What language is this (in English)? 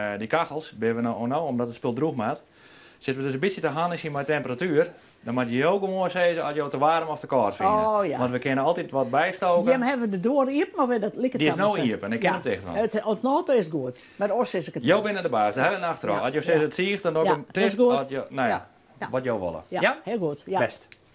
Western Frisian